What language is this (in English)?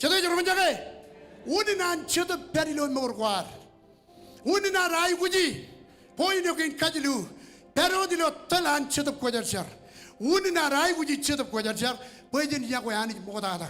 Marshallese